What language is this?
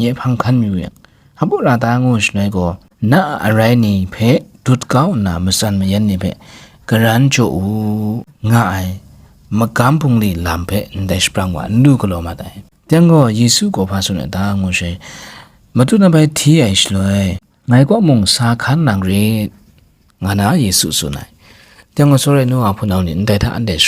Kachin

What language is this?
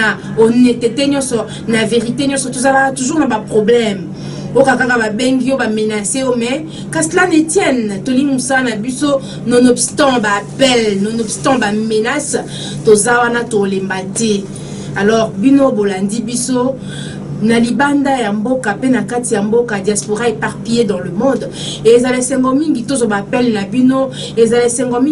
Lingala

